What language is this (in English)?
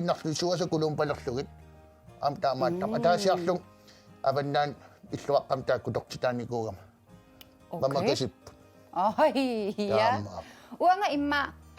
Kalaallisut